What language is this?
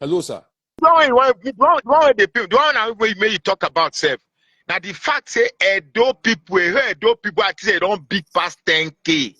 Nigerian Pidgin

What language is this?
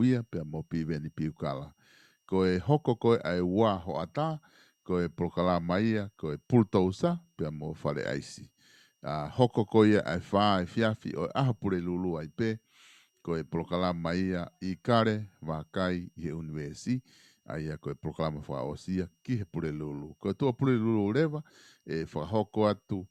Tongan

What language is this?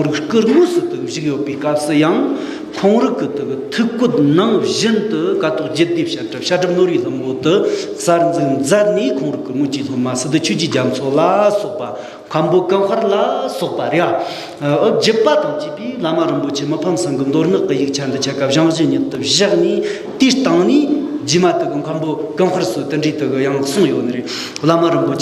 Tibetan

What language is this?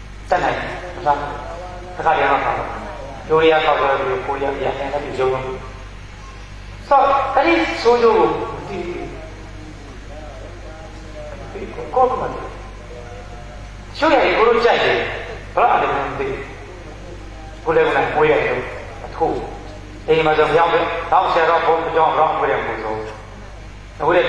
Burmese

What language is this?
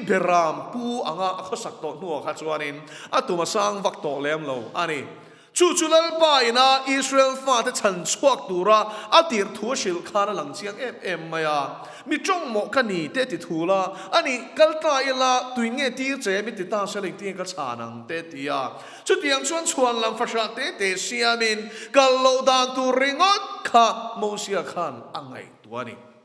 Mizo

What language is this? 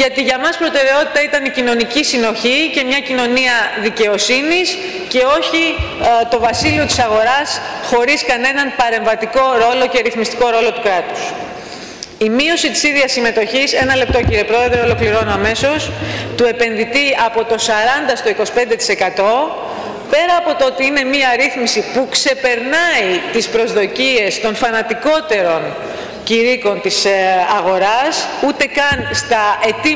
Greek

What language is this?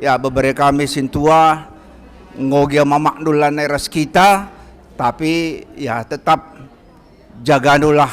Batak Karo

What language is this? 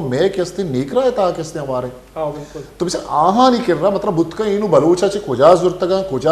Baluchi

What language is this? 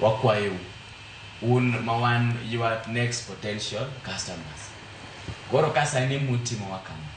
Luo (Kenya and Tanzania)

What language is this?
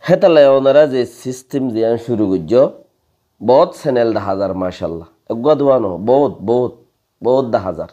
Rohingya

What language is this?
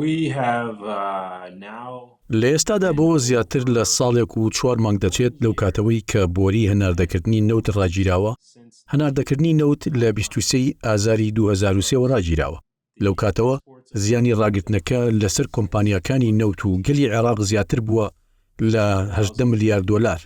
Central Kurdish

